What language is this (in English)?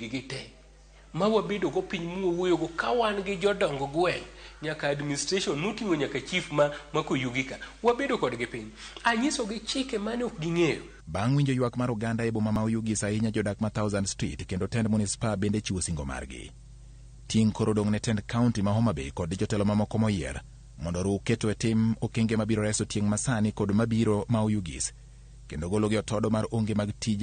Luo (Kenya and Tanzania)